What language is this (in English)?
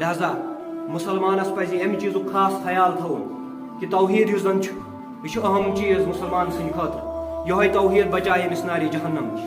Kashmiri